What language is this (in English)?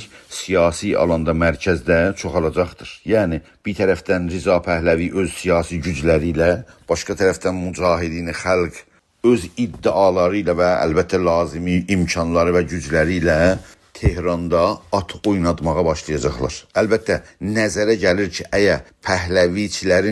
South Azerbaijani